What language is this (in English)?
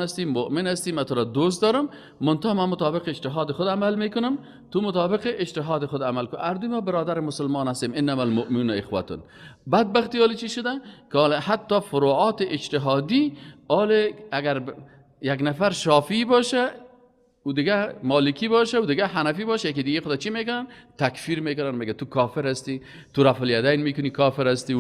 Persian